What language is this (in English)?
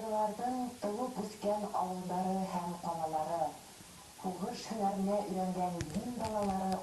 Bashkir